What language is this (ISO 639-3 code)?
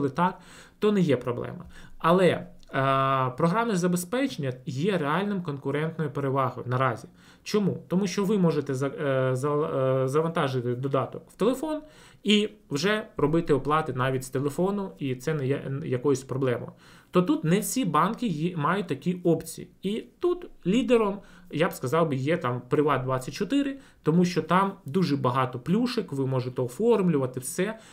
ukr